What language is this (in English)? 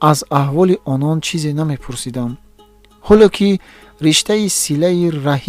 Tajik